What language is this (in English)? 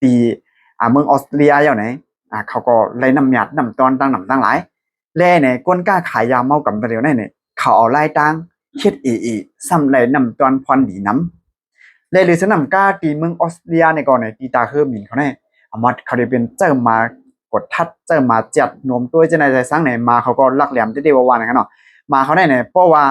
Shan